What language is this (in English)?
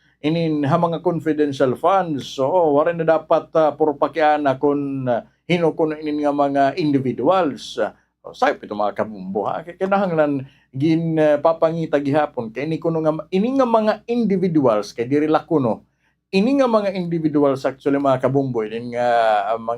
Waray